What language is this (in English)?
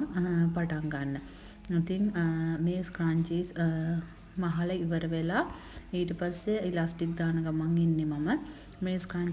Sinhala